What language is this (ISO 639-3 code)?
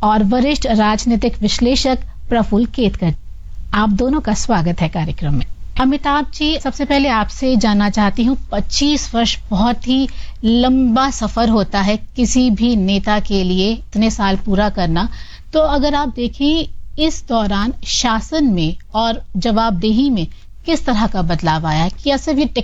hin